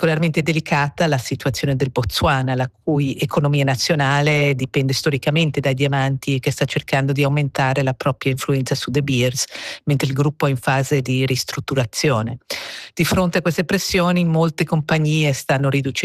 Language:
Italian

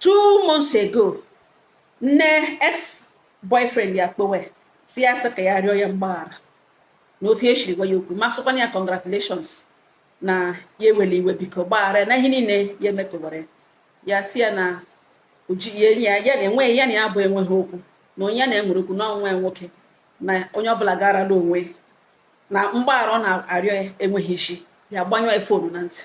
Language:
Igbo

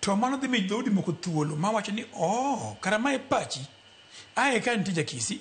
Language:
Luo (Kenya and Tanzania)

